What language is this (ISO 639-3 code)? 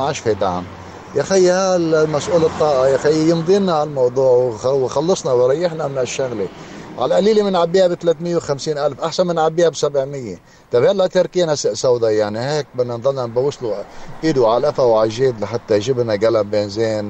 apc